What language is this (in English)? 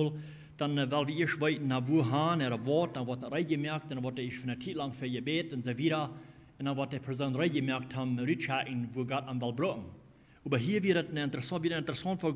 Plautdietsch